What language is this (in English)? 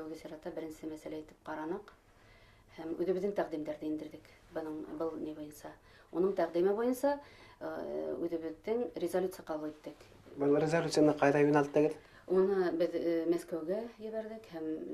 Bashkir